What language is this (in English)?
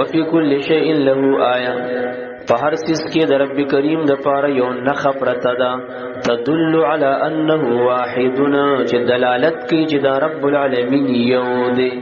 Pashto